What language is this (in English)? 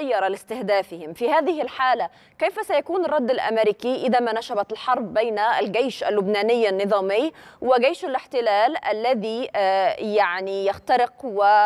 Arabic